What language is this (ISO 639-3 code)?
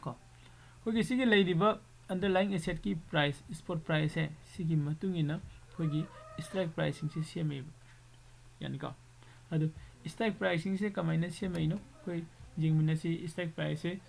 mni